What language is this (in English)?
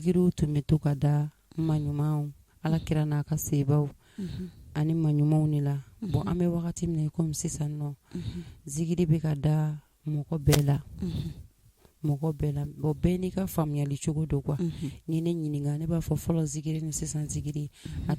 Bambara